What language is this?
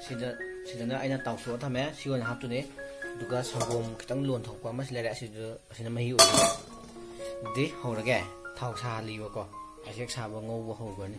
Manipuri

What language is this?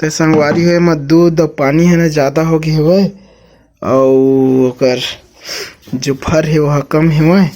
Chhattisgarhi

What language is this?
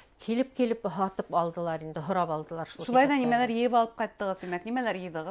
Bashkir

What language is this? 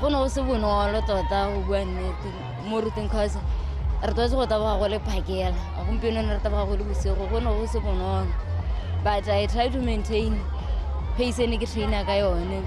Tswana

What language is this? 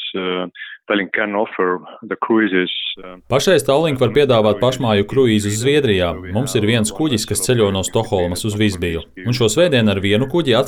Latvian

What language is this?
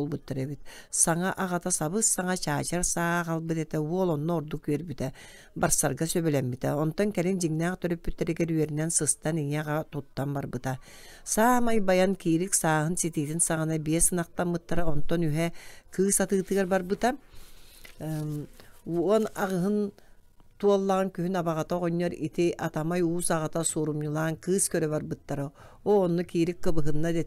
Yakut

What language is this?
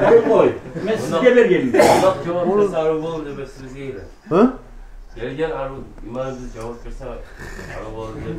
Kumyk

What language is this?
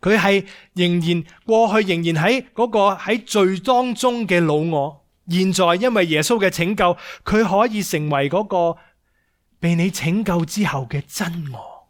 Cantonese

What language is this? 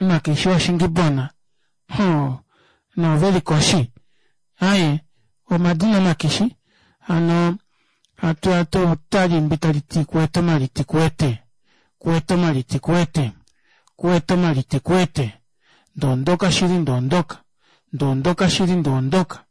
Kuanyama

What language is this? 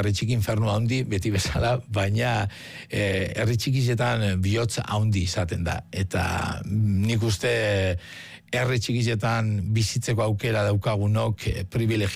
Basque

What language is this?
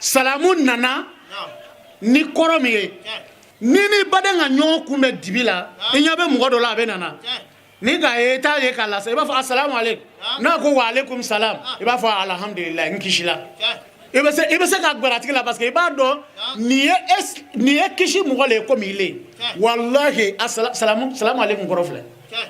Bambara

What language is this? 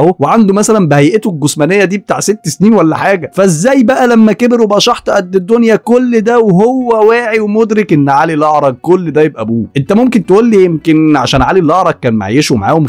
Egyptian Arabic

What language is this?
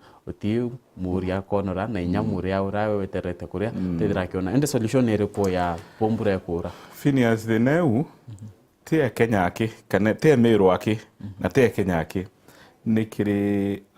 Meru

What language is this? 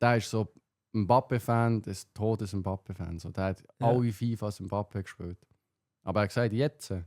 Swiss German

